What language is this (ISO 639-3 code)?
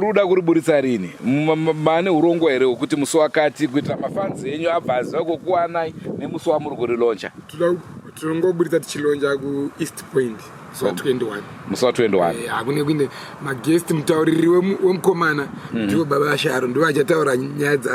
sna